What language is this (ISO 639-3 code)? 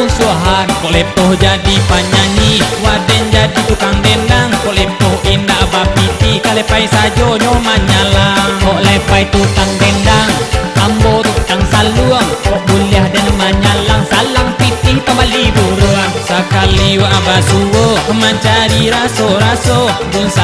min